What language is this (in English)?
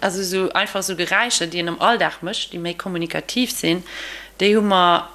Luxembourgish